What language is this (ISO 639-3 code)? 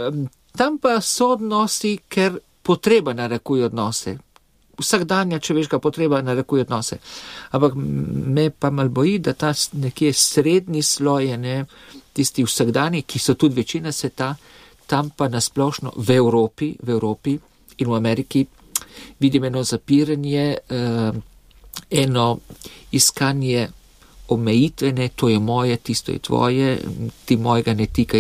slv